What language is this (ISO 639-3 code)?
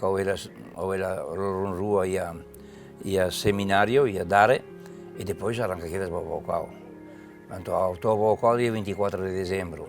tet